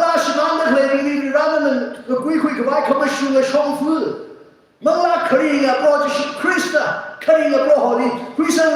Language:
Tangkhul Naga (India)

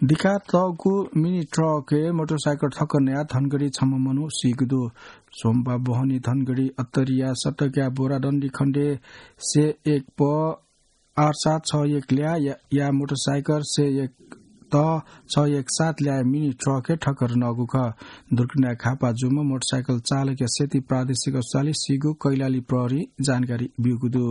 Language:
Newari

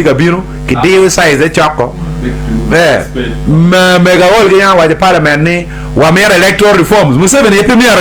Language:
Acoli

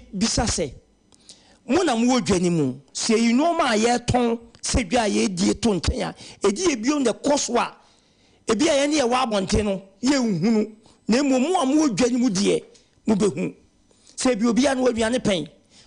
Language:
Akan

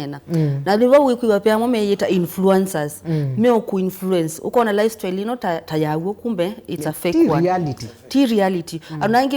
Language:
Kamba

